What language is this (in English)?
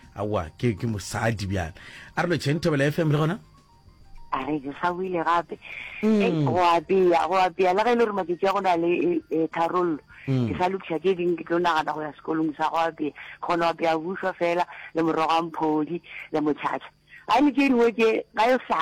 Northern Sotho